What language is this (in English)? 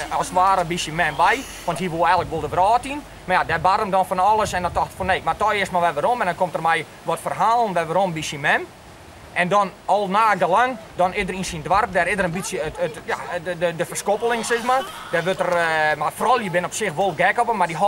Western Frisian